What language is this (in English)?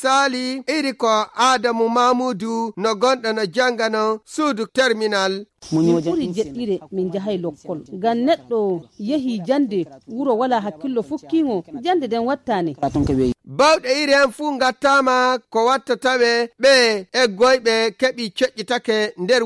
Nigerian Fulfulde